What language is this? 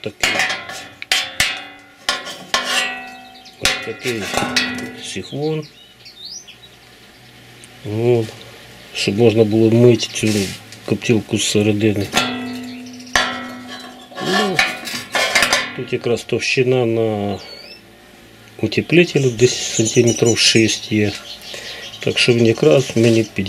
Ukrainian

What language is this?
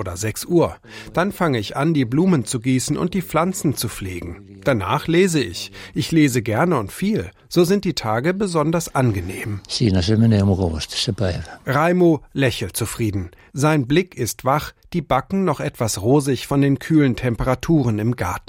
German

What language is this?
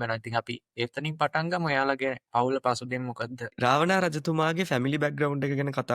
Sinhala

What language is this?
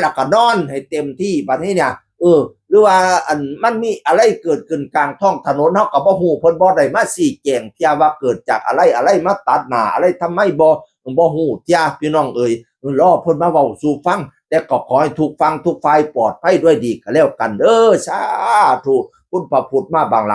Northeastern Thai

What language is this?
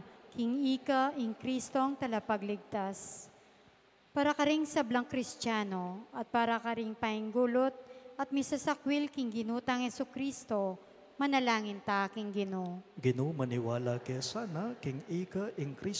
Pampanga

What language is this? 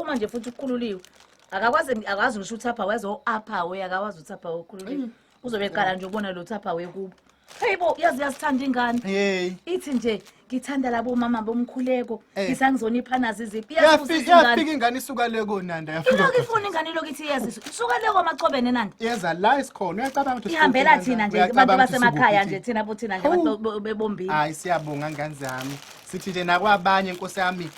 Zulu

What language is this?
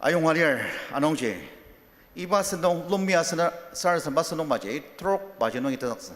Ao Naga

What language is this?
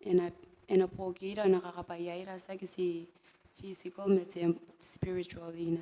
Gilbertese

